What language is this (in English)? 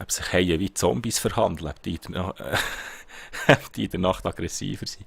Swiss German